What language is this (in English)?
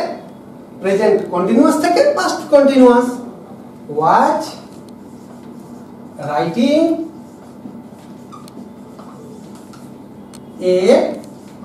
Bangla